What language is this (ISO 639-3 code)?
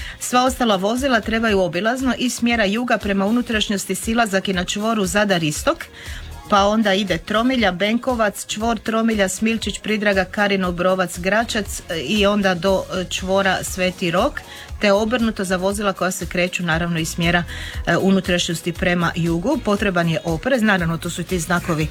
hrv